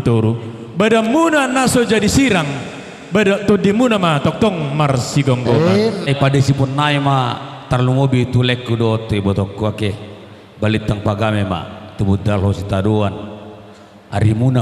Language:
Batak Toba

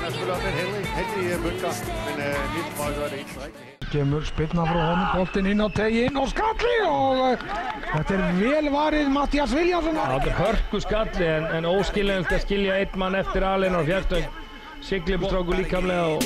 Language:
Icelandic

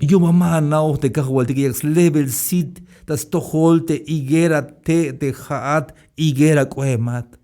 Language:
Tzeltal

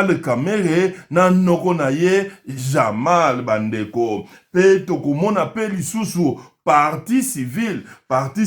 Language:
Lingala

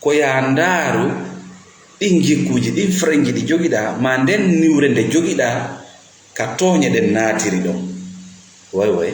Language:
Fula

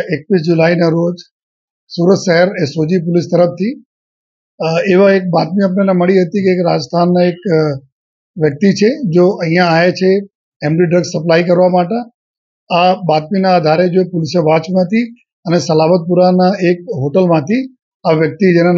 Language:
Gujarati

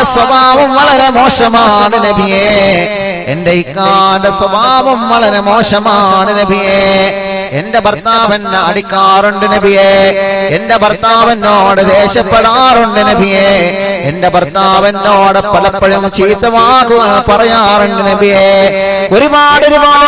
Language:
Malayalam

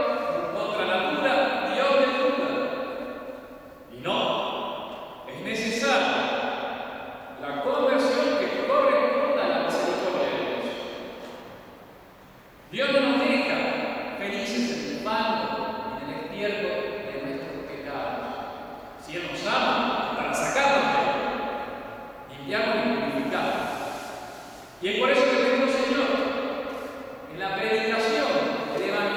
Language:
Spanish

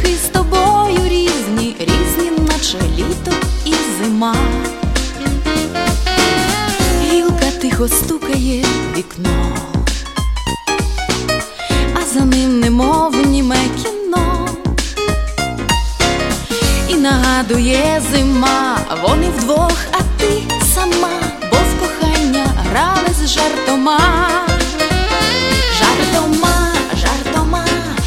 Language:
Ukrainian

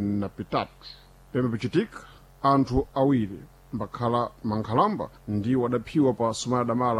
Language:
Sena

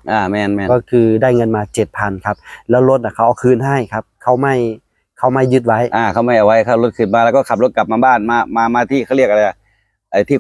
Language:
Northeastern Thai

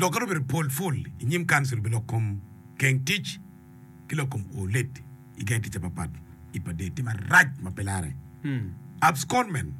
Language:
Acoli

